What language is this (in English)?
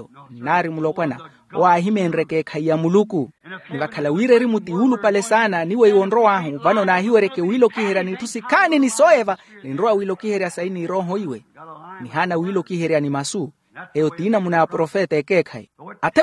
Makhuwa